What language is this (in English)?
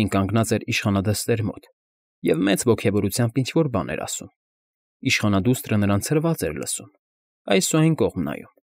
Armenian